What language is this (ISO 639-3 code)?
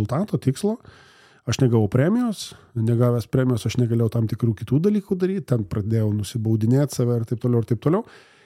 lit